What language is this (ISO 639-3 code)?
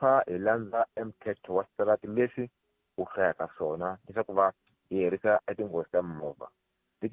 tso